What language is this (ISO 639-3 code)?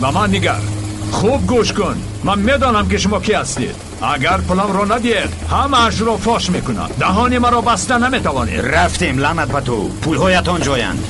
fas